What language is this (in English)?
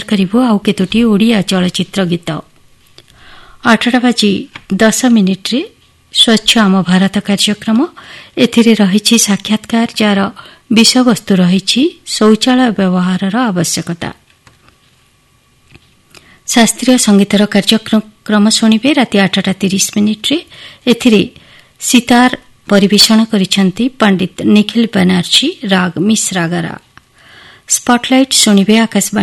Odia